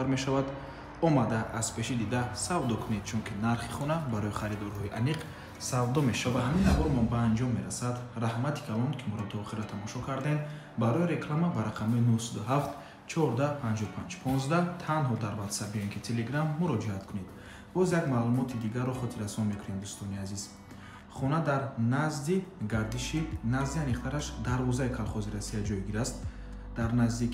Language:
Tajik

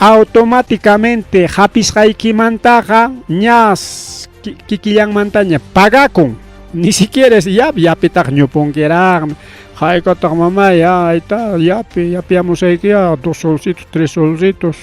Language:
Ayacucho Quechua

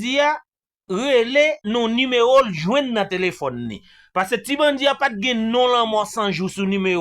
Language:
Haitian Creole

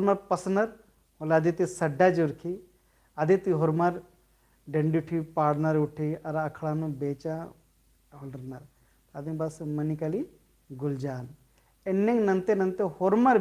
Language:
Kurukh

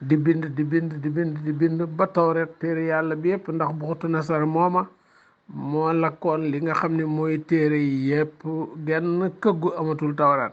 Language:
Wolof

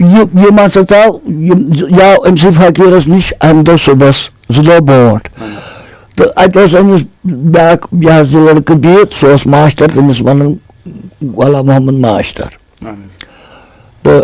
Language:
Kashmiri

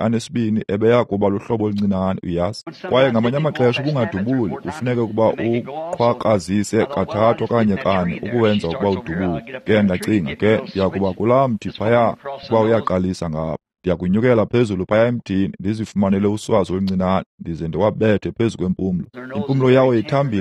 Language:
Xhosa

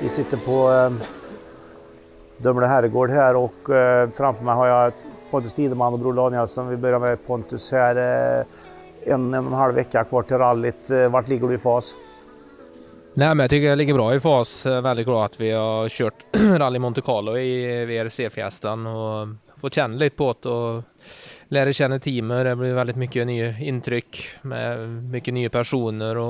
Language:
Swedish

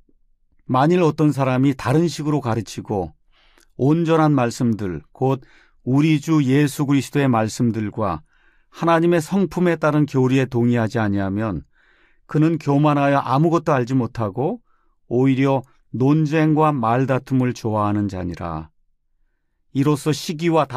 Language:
Korean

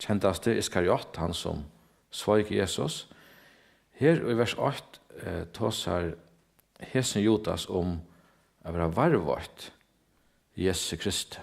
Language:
Faroese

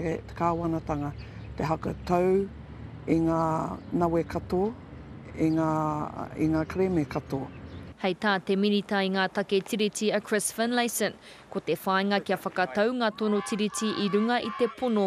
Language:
Māori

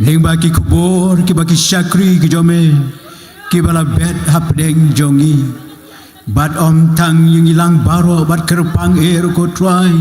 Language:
Khasi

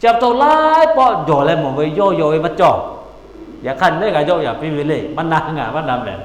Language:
Lahu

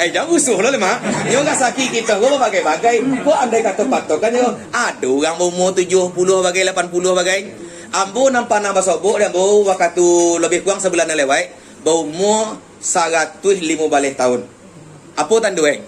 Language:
Minangkabau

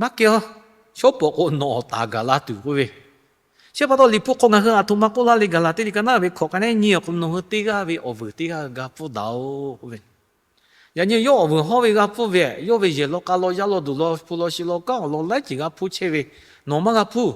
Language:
Lahu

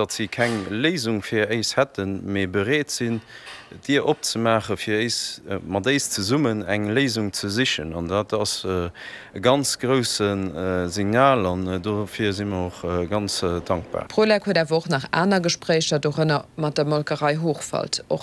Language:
Luxembourgish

